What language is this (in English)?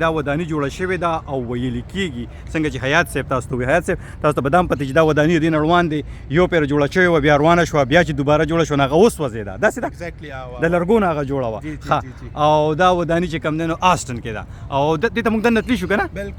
Pashto